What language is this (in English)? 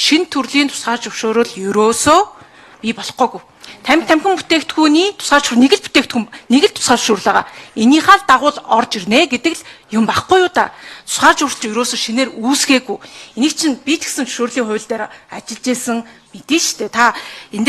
Mongolian